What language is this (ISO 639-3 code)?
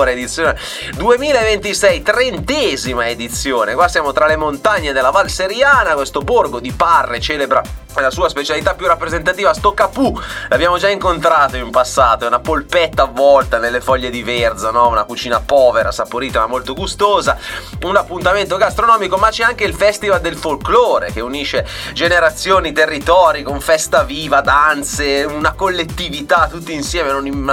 ita